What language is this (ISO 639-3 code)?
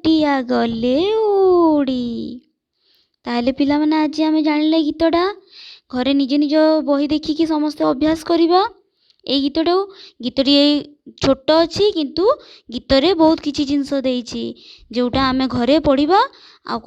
ori